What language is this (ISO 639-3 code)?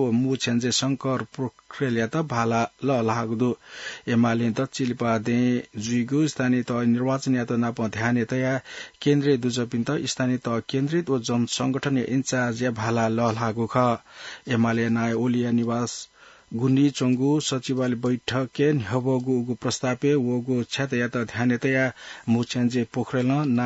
new